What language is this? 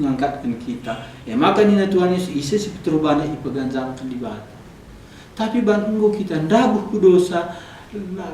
Batak Karo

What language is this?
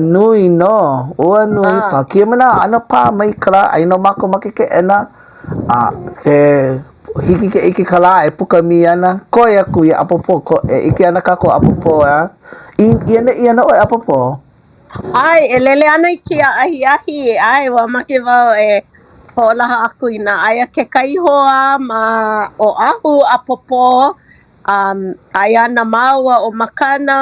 Hawaiian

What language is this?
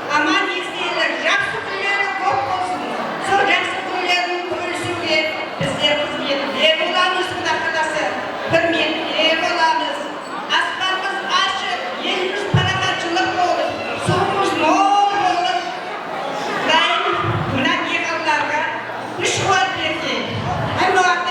Kara-Kalpak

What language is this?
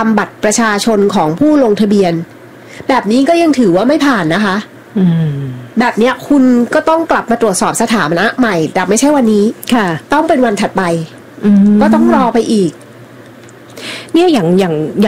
Thai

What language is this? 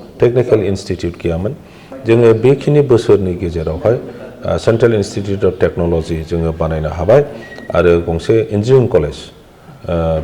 Bodo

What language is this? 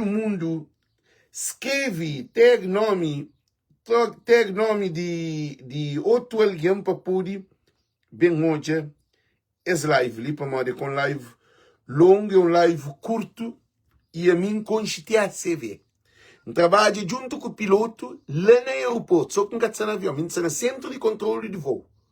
Kabuverdianu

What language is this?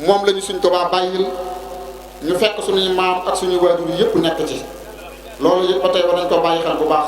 Wolof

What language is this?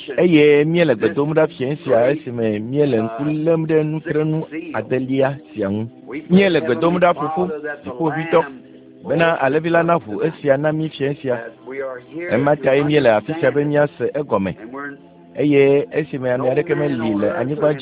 Ewe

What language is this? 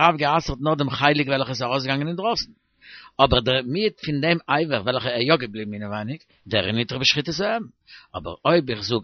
Yiddish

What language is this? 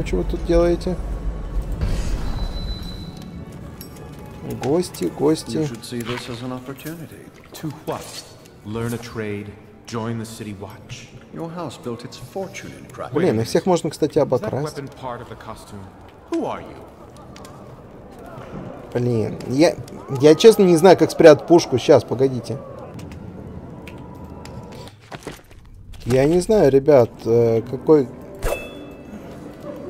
Russian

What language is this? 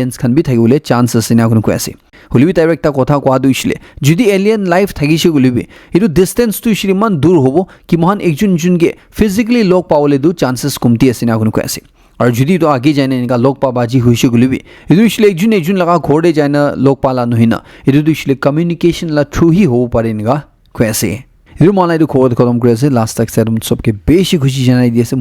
Naga Pidgin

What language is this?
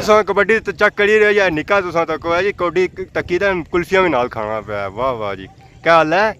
Pahari-Potwari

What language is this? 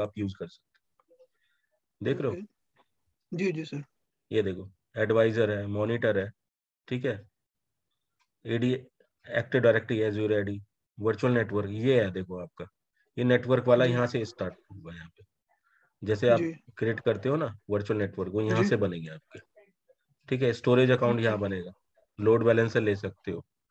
Hindi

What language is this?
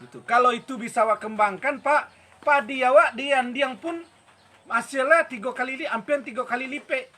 Minangkabau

